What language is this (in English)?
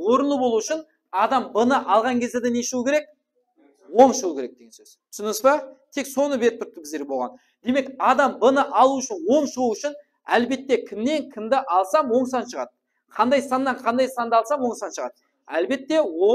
Kara-Kalpak